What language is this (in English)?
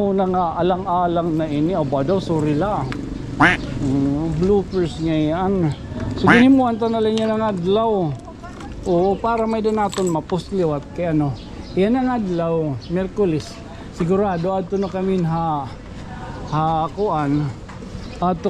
Waray